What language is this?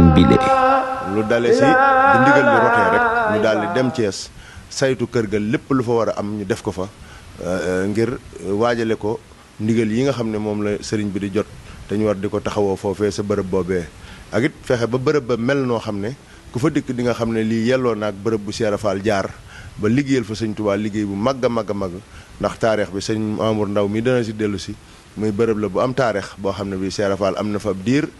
Wolof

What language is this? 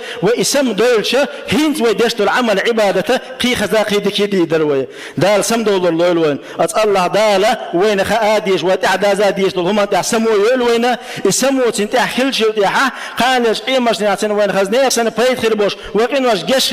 Chechen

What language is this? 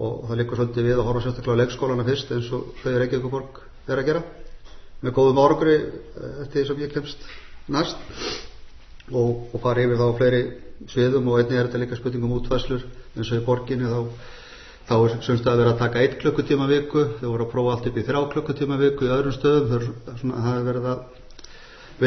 Icelandic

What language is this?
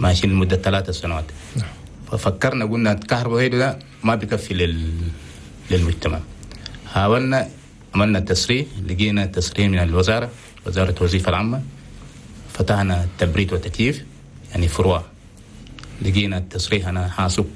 Chadian Arabic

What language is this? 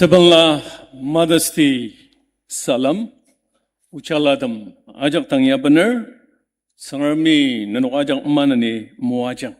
Ao Naga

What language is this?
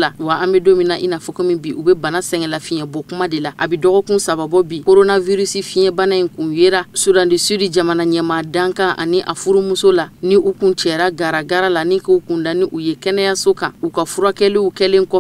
Bambara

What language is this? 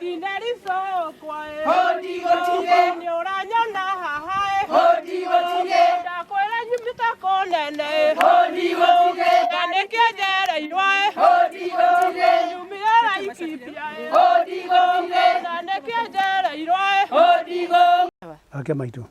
Kikuyu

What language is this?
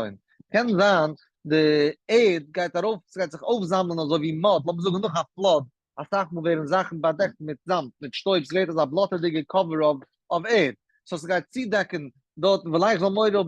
Yiddish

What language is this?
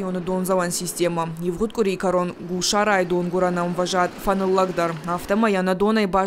Ossetic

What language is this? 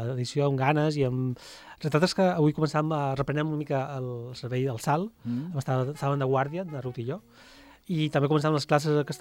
Catalan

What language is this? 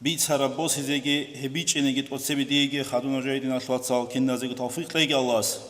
Avaric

